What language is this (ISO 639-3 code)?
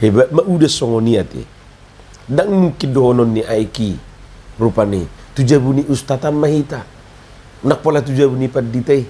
bbc